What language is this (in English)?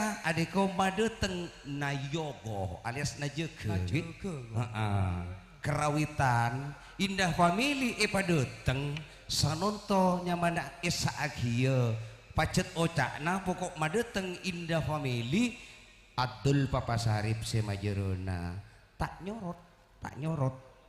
Madurese